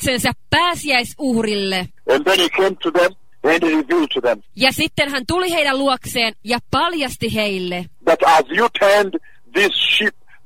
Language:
Finnish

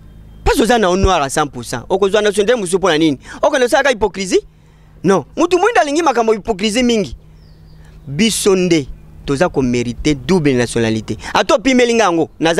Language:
Lingala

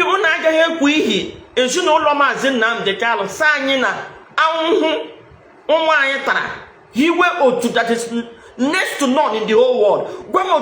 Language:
Igbo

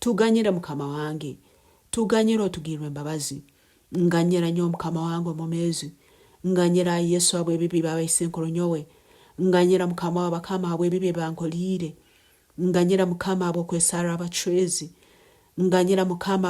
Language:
Nyankole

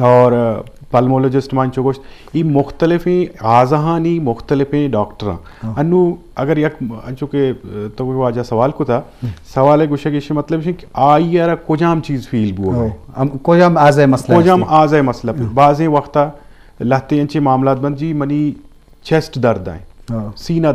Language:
Eastern Balochi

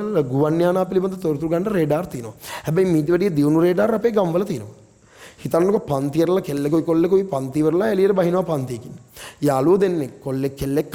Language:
Sinhala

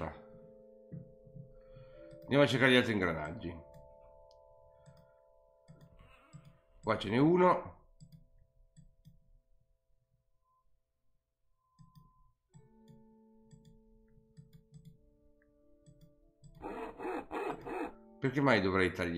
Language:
Italian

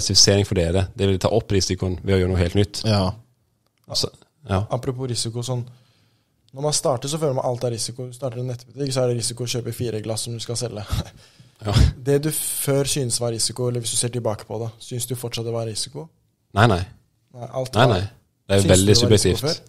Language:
Norwegian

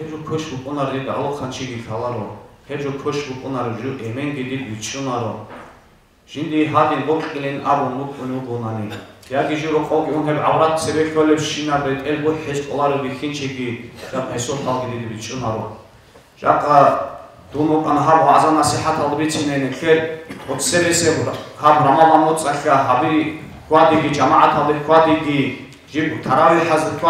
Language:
Avaric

